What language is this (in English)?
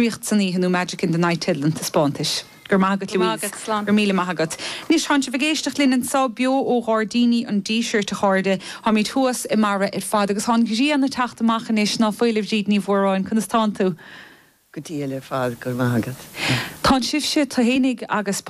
Irish